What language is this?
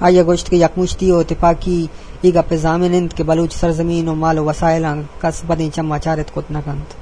Eastern Balochi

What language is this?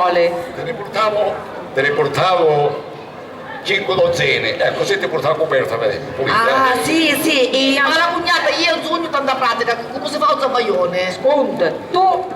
Sicilian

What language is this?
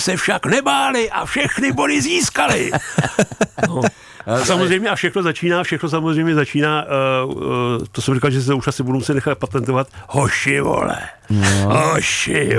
Czech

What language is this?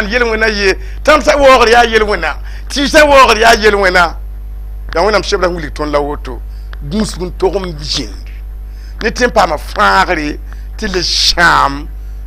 Mossi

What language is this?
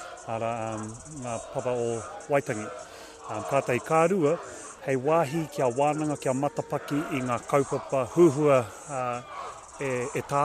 Māori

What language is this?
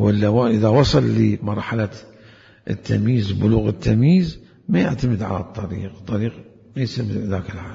Mesopotamian Arabic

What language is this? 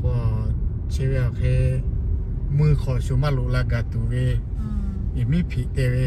Lahu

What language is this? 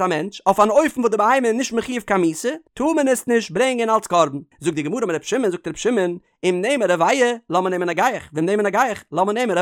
Yiddish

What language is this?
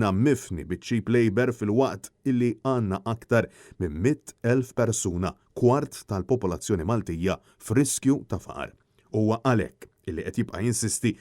Maltese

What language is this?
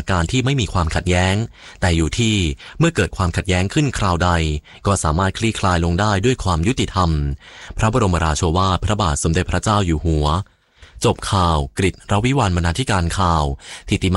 Thai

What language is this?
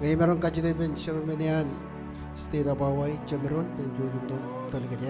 Marshallese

